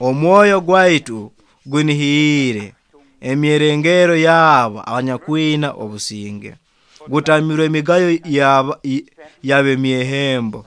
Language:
Nyoro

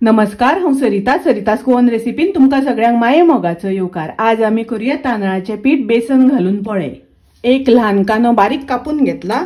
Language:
Konkani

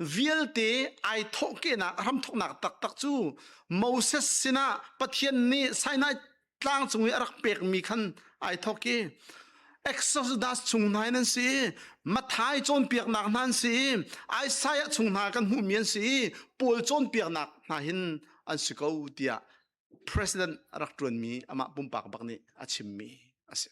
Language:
Hakha Chin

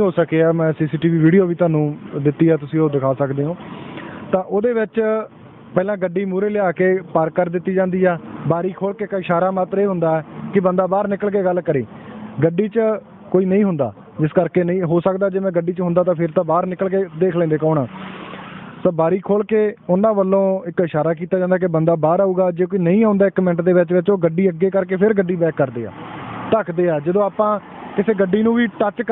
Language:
Punjabi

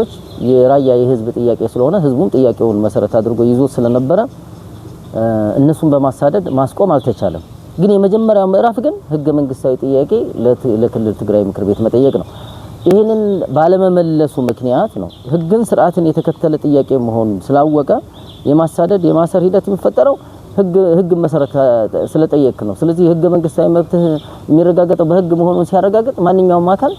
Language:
Amharic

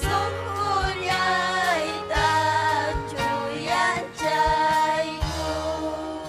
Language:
Ayacucho Quechua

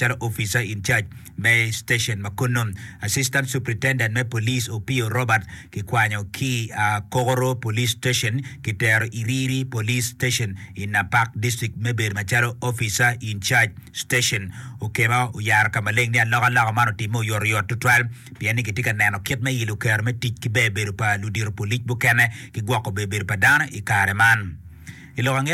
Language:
Acoli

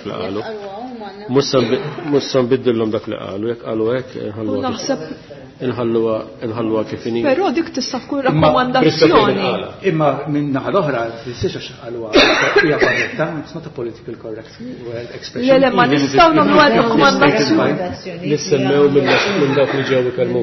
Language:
Maltese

